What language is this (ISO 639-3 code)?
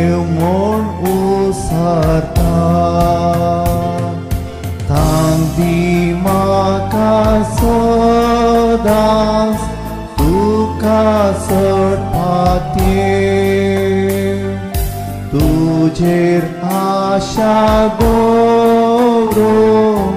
kok